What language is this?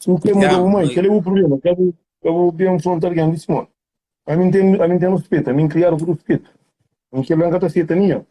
Kabuverdianu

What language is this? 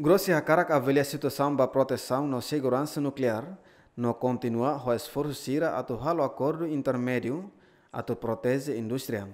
Tetum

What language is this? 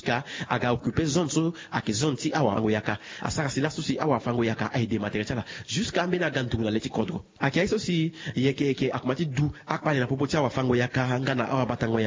Sango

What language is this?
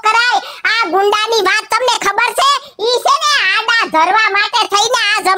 Gujarati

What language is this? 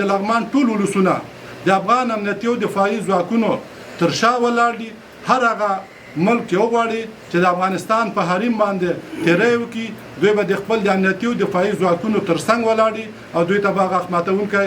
Pashto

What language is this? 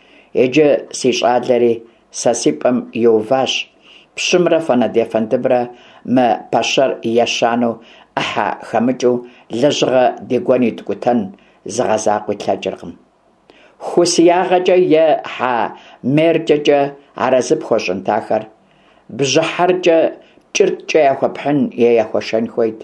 Kabardian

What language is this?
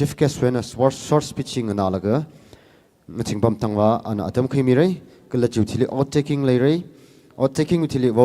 Tangkhul Naga (India)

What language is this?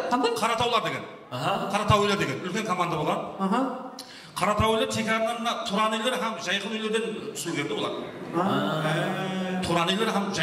Kara-Kalpak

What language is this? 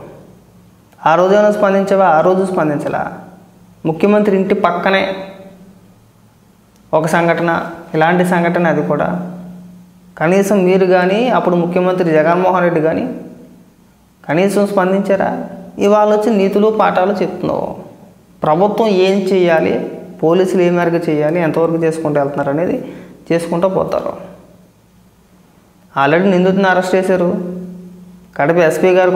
Telugu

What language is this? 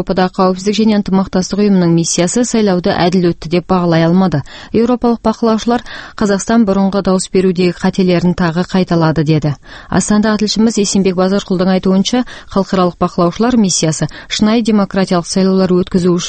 Kazakh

